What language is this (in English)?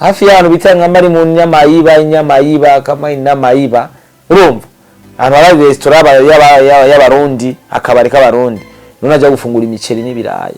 Rundi